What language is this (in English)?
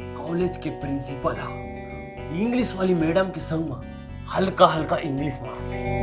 Chhattisgarhi